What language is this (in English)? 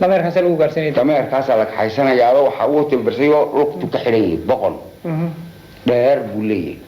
Somali